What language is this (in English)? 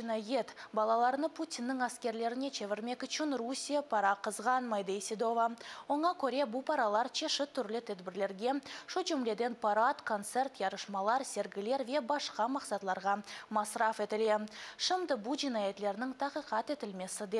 Crimean Tatar